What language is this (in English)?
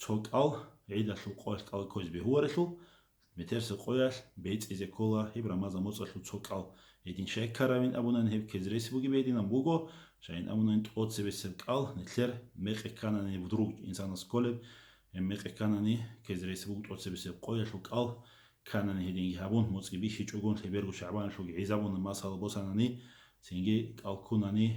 Avaric